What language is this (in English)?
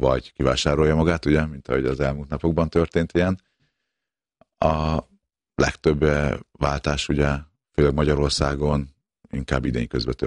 Hungarian